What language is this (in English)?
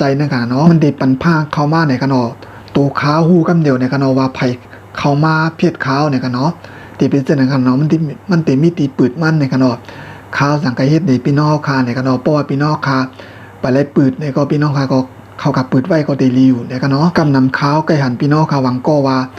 Shan